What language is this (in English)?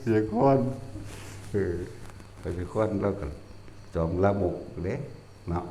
Northeastern Thai